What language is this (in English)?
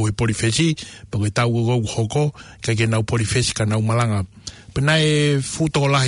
Tongan